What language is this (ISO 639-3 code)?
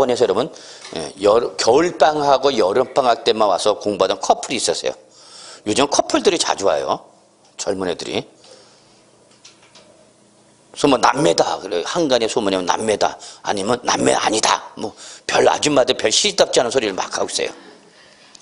kor